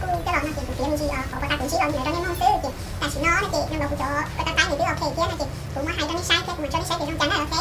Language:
Hmong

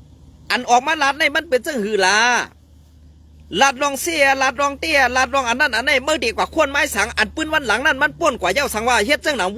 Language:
Shan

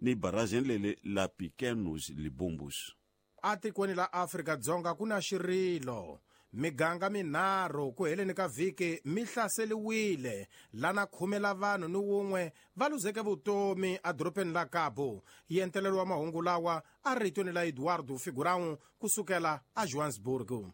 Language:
Tsonga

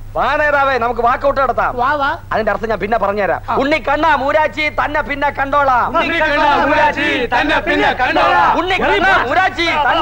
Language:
Malayalam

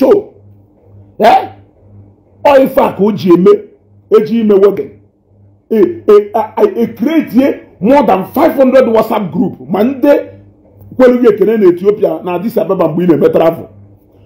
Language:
Igbo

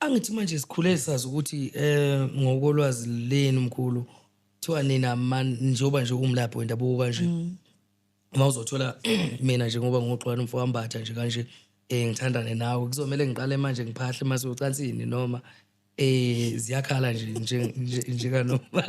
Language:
Zulu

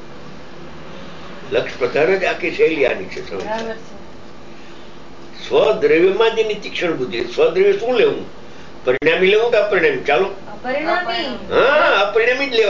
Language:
Gujarati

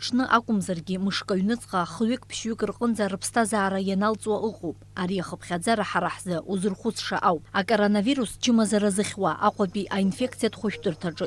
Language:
Abkhazian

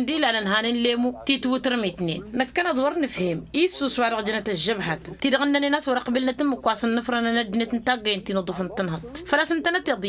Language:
Tamasheq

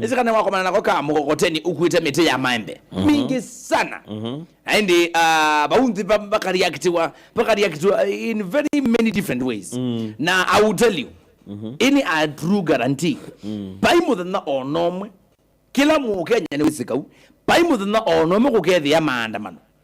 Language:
Kamba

